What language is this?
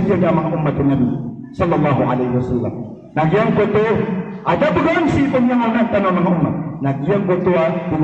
Maranao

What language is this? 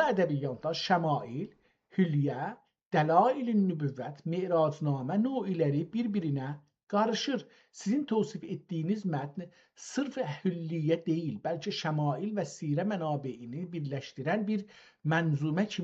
South Azerbaijani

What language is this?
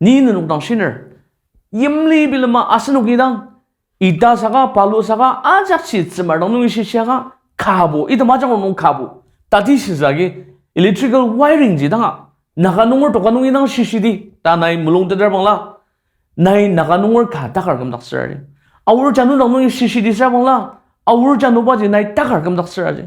Ao Naga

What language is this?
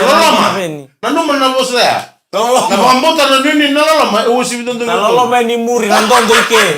Fijian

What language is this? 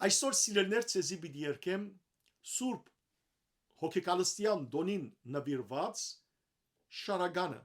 Western Armenian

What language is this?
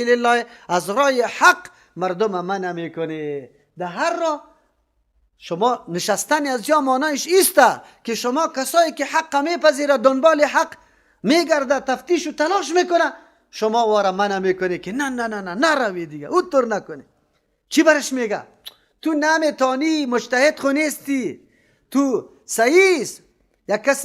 Persian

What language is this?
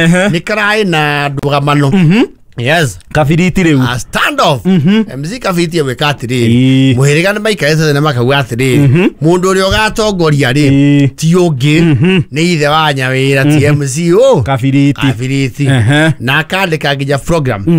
Kikuyu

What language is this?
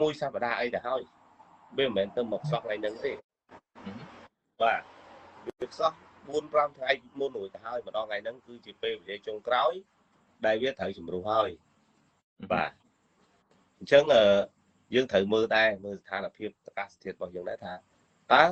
Khmer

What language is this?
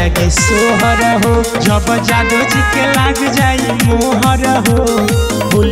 Bhojpuri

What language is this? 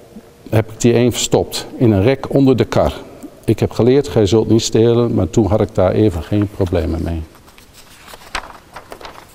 Dutch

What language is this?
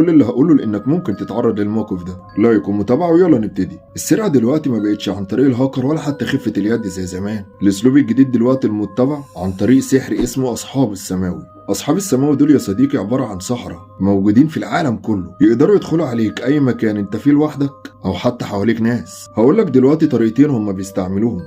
Egyptian Arabic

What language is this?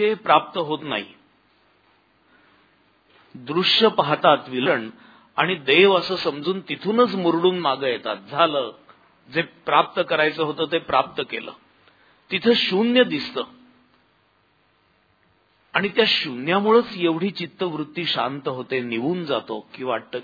Marathi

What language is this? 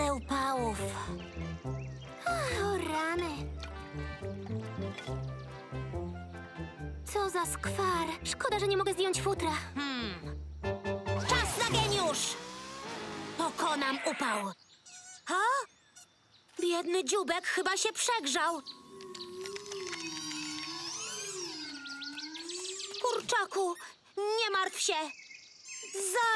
Polish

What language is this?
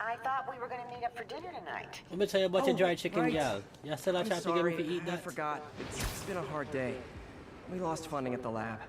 Jamaican Creole English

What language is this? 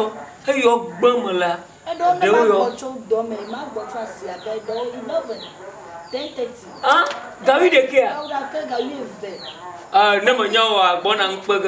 Ewe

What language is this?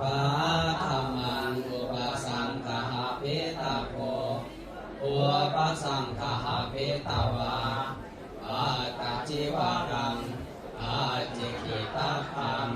Pali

